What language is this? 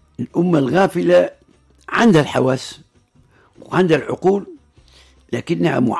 Tunisian Arabic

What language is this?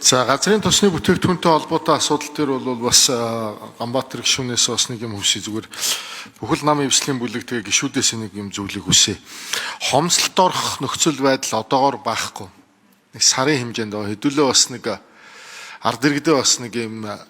Mongolian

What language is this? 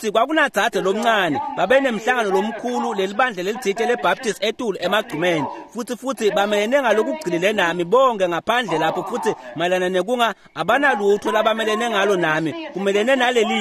Swati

